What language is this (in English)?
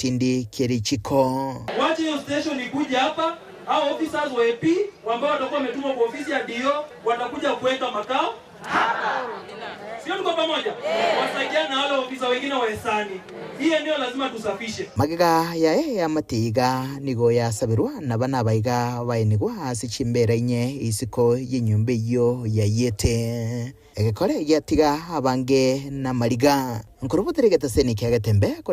Gusii